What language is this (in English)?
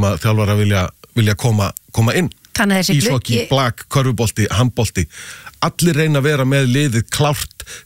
Icelandic